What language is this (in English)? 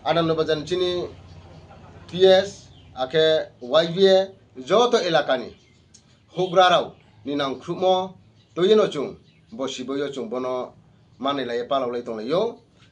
Riang (India)